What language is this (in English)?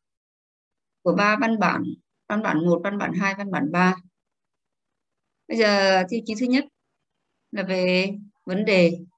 Vietnamese